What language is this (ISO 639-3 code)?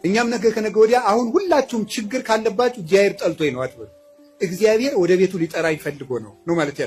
amh